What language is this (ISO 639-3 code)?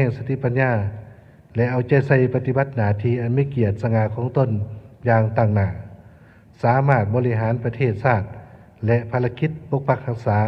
lao